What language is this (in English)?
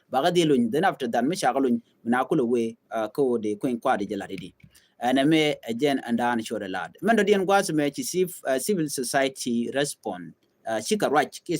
Nuer